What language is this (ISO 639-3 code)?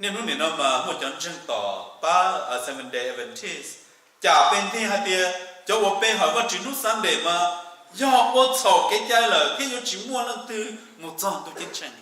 hmn